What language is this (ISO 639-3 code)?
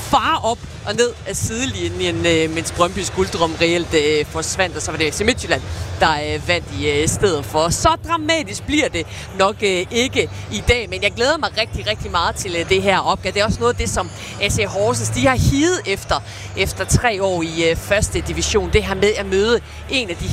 dan